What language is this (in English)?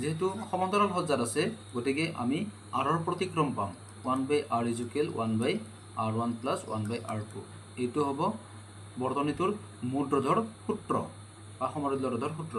Assamese